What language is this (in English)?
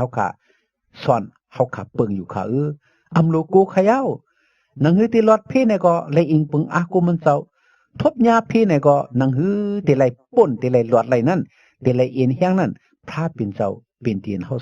Shan